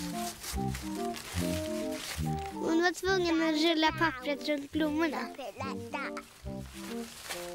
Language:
Swedish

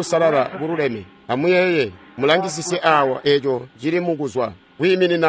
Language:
Tonga (Zambia)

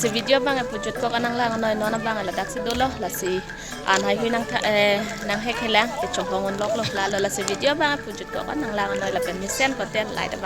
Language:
Karbi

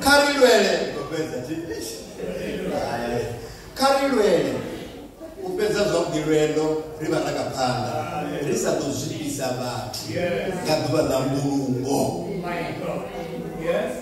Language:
Venda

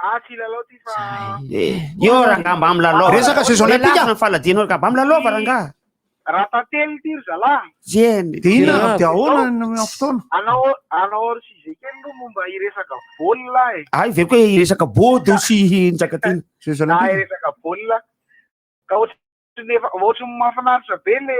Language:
Malagasy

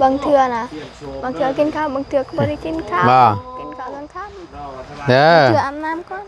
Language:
Northeastern Thai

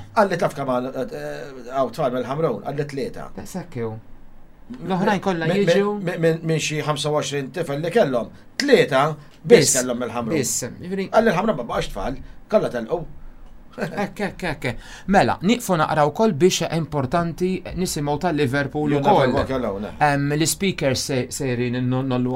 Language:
Maltese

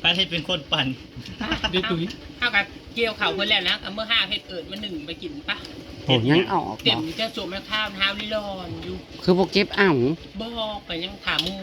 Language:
Northeastern Thai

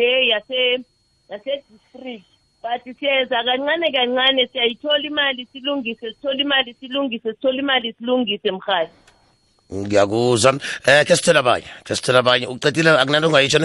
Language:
South Ndebele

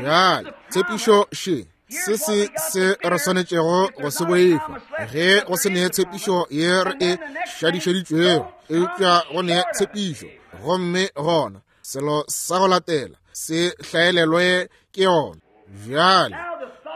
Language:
Northern Sotho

